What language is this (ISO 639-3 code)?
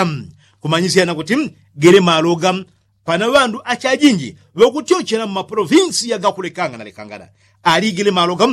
yao